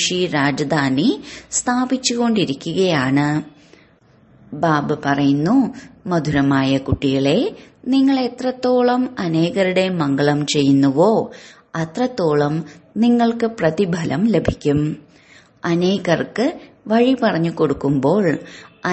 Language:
Malayalam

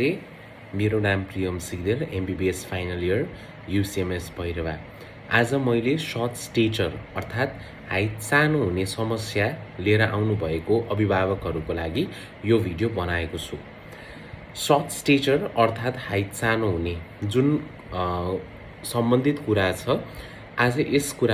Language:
Nepali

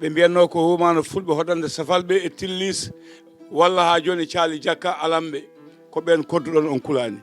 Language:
Fula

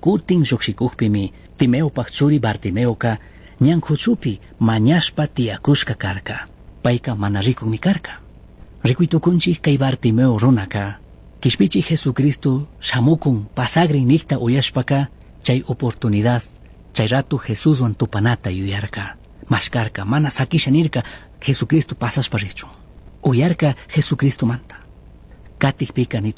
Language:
Chimborazo Highland Quichua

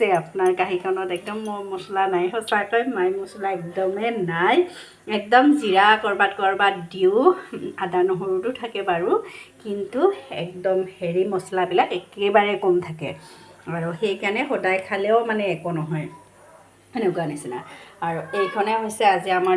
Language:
Assamese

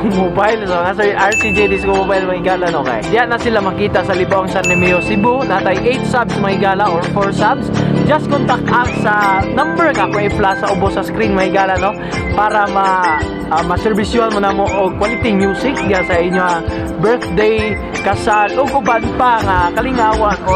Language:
Cebuano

